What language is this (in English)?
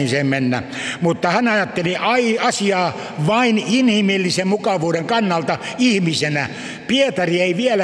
Finnish